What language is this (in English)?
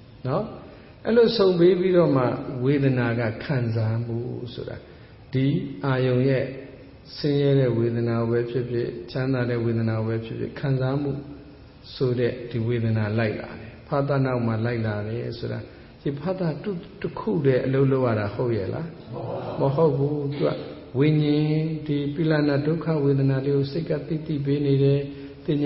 Burmese